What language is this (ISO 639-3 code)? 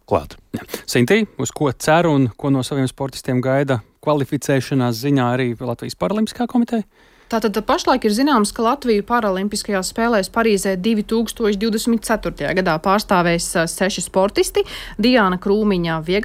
lav